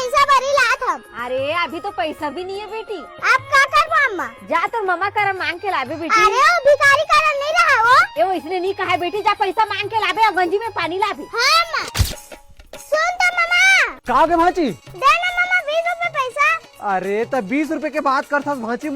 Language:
Chhattisgarhi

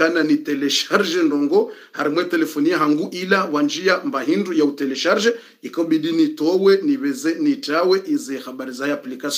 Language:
Swahili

